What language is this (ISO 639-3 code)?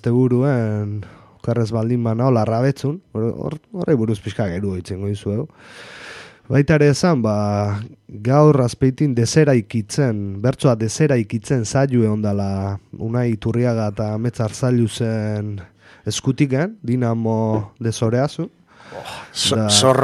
eus